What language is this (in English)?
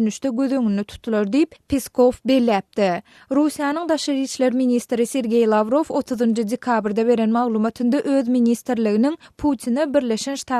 Turkmen